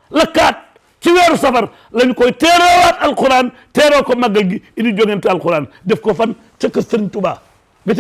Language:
Wolof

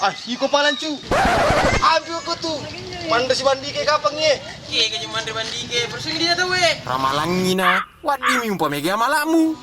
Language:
Buginese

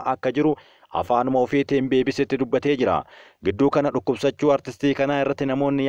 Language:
Oromo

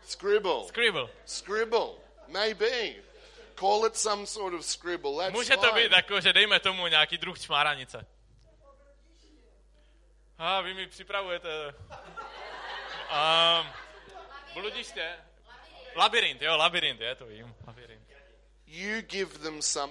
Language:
Czech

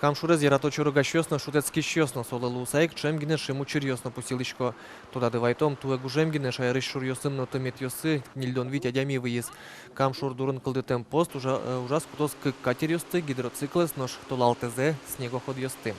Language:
Udmurt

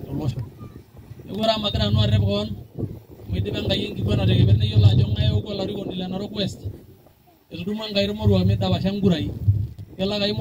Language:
Masai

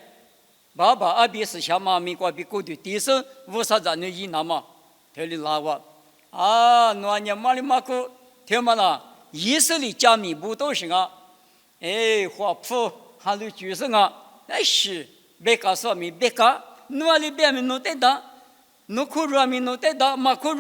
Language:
Lisu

